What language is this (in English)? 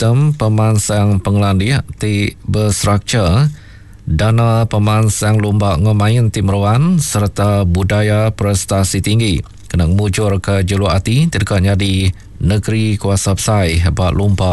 Iban